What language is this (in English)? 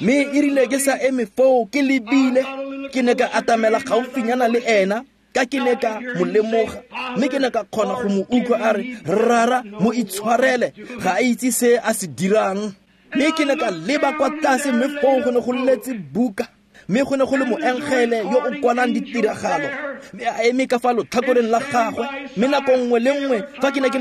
Tswana